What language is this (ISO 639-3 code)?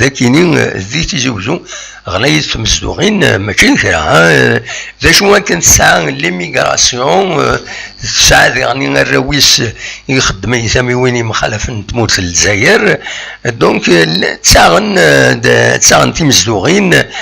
kab